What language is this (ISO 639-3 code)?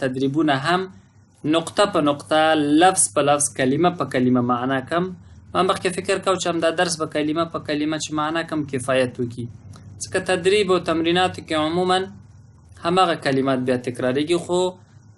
pus